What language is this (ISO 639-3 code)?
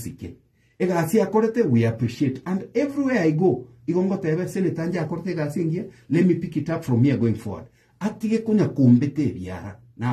guz